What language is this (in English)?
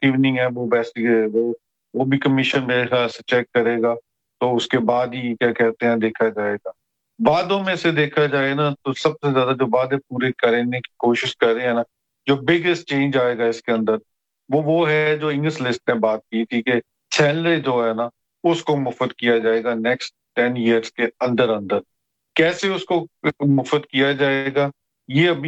Urdu